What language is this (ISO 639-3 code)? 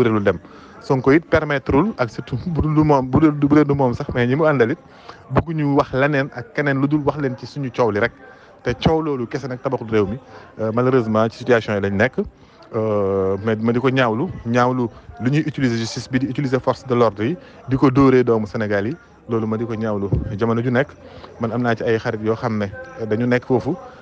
wol